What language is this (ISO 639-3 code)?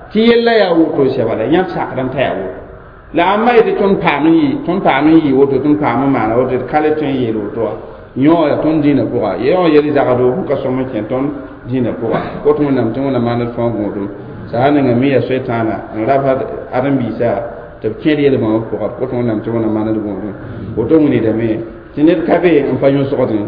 mos